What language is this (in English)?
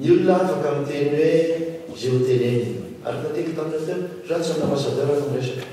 Malagasy